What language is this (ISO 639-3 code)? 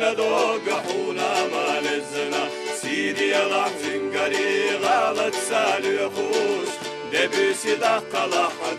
che